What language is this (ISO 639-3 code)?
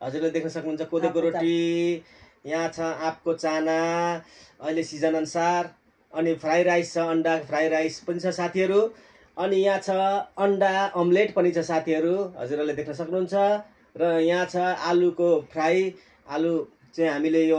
nep